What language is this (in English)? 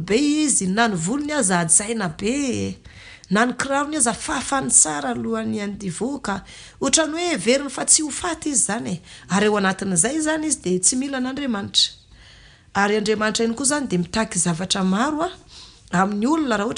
Malagasy